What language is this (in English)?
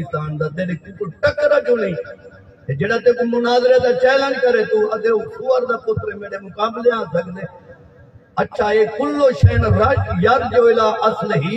Saraiki